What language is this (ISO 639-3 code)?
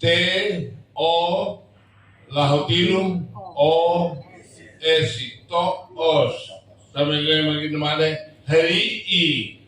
tet